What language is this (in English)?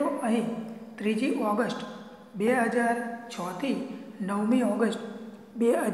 Gujarati